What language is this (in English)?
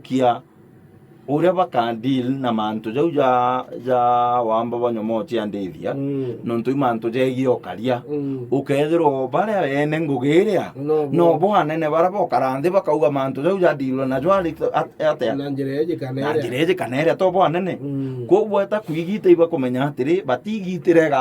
Meru